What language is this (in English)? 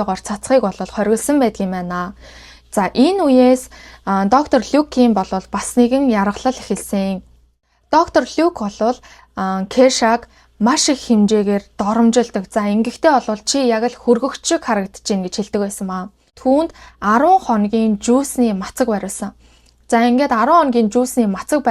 Mongolian